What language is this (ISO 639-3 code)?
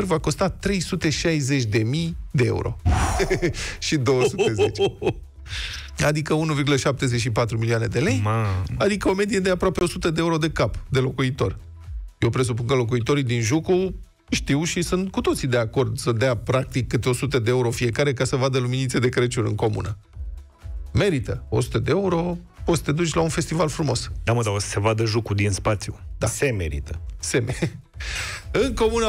ron